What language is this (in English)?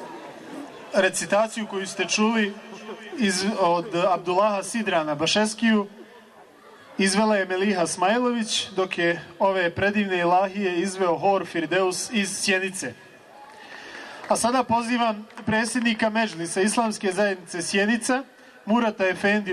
Bosnian